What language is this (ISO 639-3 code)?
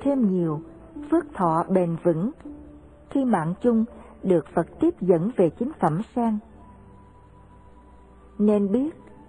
vie